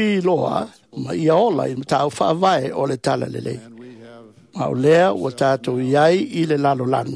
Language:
Samoan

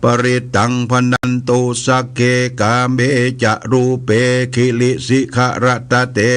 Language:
Pali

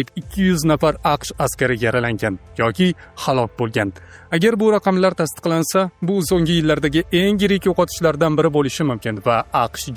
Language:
Uzbek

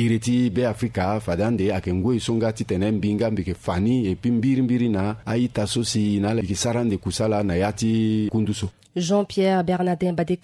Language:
Sango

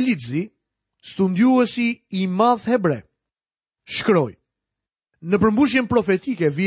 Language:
Albanian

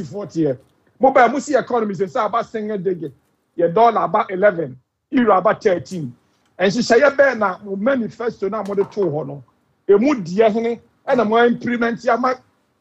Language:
Akan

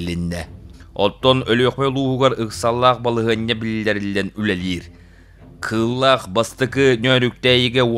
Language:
Yakut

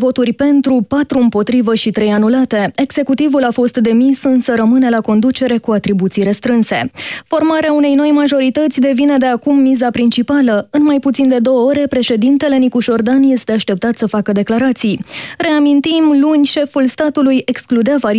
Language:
Romanian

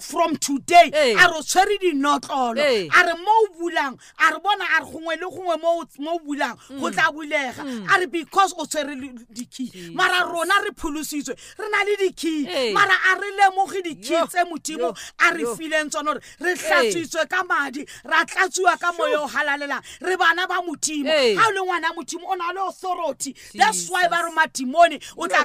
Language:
Southern Sotho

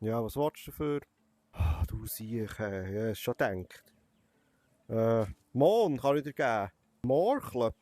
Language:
Swiss German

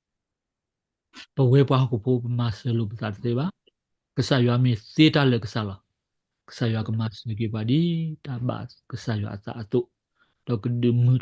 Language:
S'gaw Karen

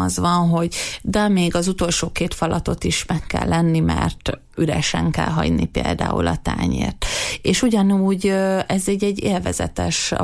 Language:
Hungarian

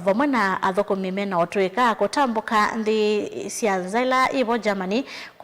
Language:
Kamba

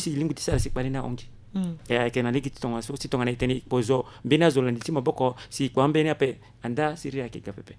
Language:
Sango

